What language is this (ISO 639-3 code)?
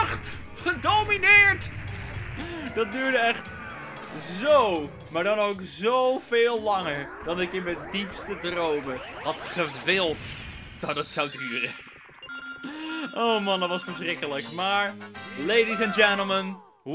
nld